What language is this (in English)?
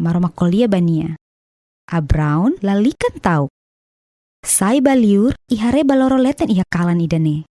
Tetum